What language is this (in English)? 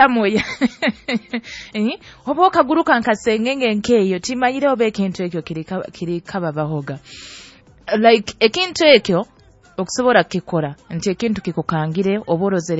Nyoro